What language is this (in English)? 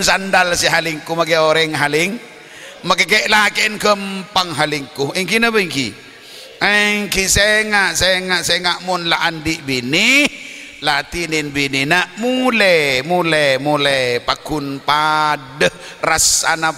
Madurese